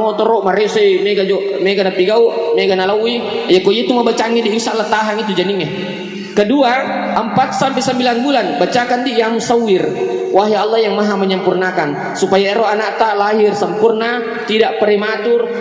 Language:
Buginese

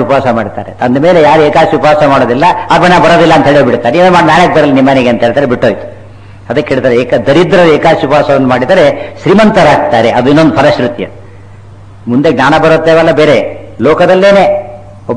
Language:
Kannada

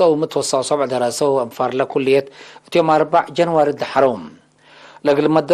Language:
Tigre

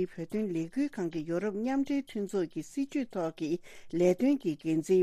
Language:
Tibetan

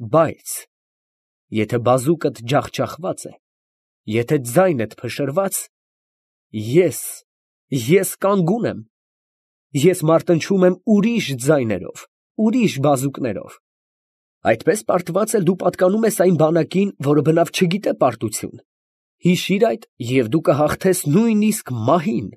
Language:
Armenian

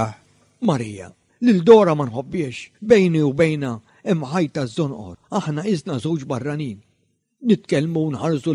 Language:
Maltese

